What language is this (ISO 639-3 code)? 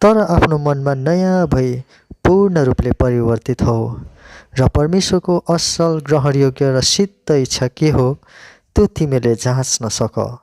nep